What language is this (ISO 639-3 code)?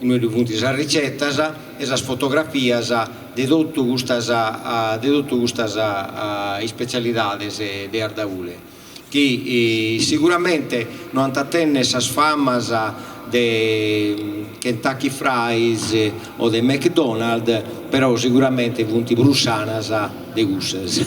srd